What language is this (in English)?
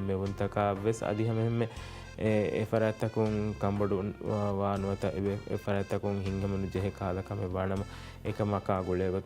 Divehi